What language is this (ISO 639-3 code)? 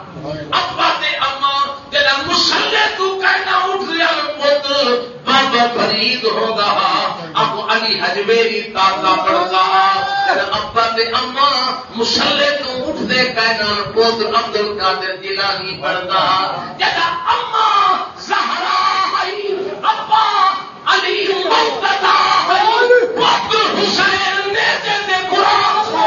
skr